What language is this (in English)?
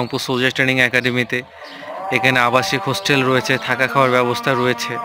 Bangla